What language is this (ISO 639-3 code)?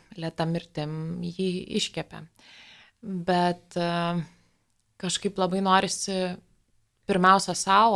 lit